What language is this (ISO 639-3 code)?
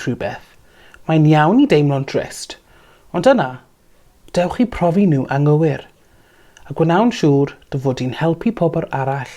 cym